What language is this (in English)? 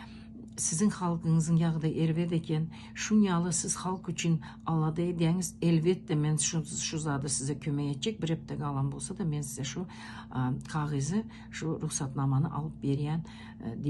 Turkmen